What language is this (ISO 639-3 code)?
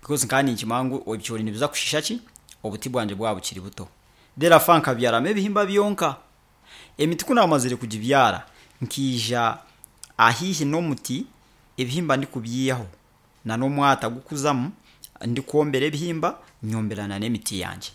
nyn